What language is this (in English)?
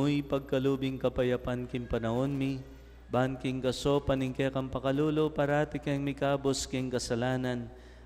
Pampanga